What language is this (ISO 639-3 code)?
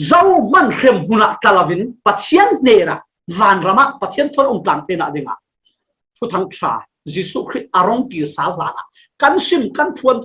cfm